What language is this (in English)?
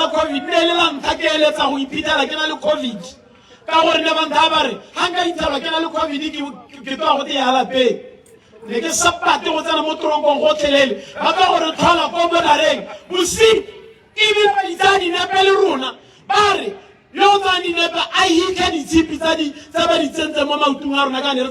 Tswana